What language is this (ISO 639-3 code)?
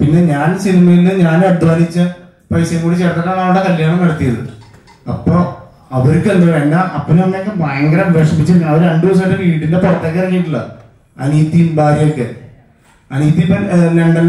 mal